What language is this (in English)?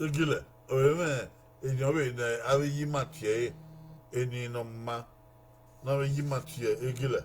Bini